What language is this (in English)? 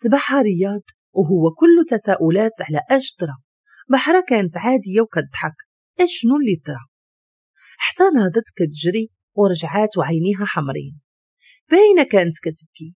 Moroccan Arabic